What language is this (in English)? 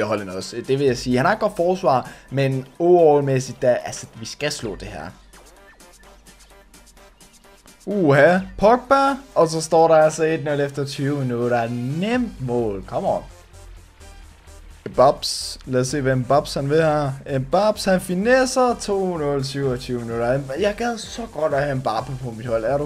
Danish